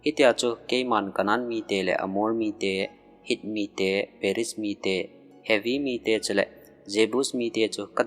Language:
Thado Chin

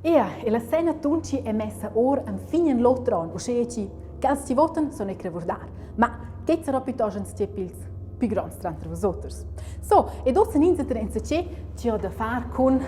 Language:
Romansh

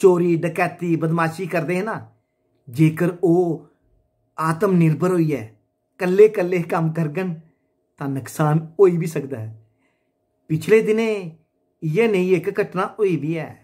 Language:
Dogri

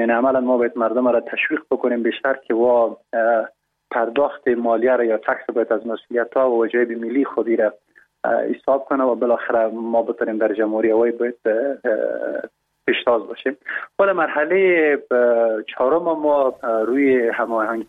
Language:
Persian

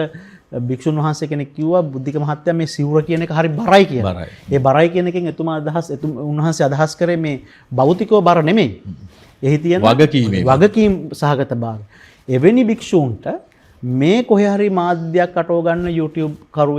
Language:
Sinhala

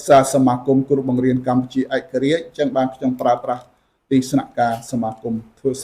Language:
Khmer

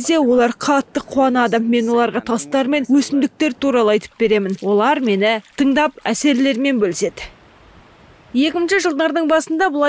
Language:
Kazakh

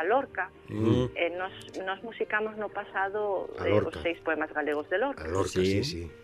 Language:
Galician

